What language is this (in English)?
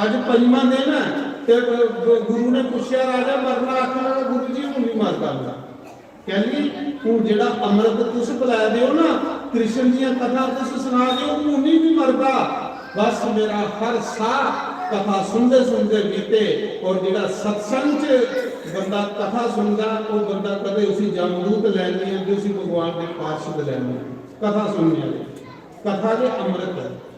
Dogri